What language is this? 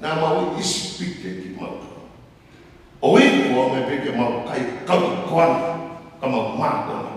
Tongan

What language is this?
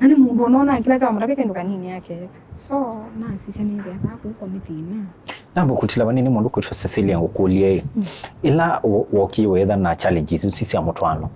Kamba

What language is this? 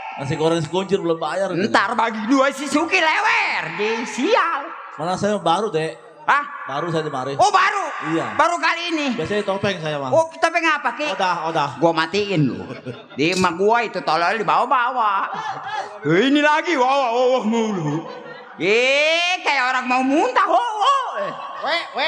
Betawi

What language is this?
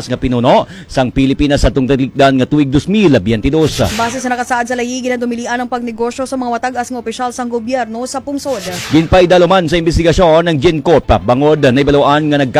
Hiligaynon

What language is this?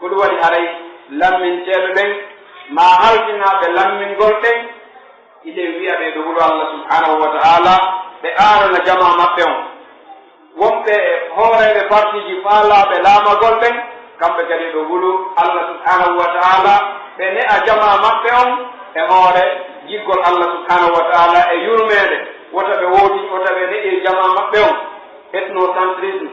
Pular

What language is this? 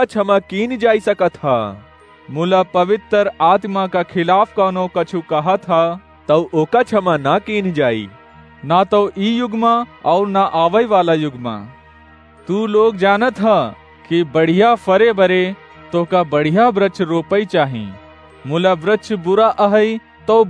Awadhi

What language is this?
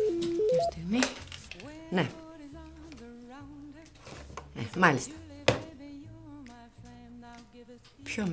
Greek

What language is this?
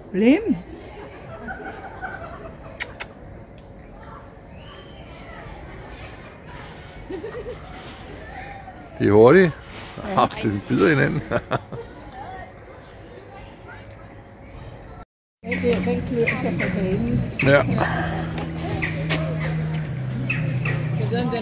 Danish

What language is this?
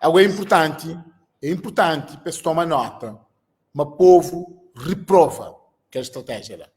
Kabuverdianu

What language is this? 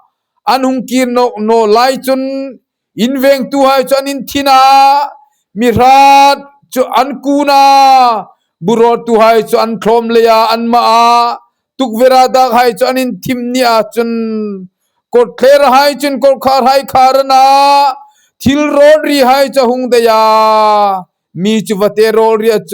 Hmar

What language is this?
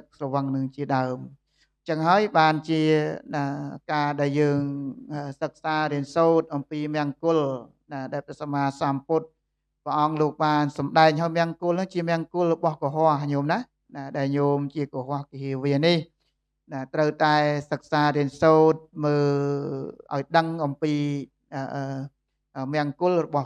Khmer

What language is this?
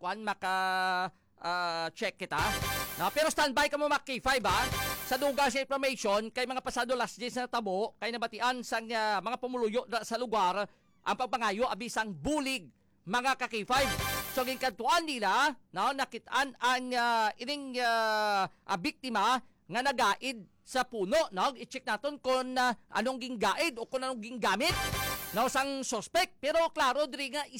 Hiligaynon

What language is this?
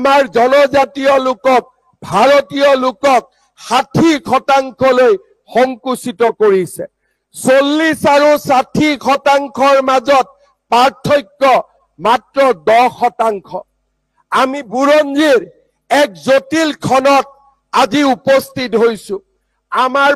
Assamese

